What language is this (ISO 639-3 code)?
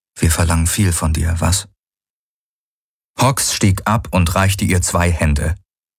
deu